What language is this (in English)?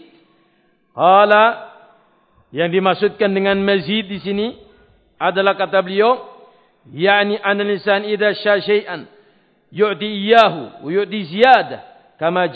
Indonesian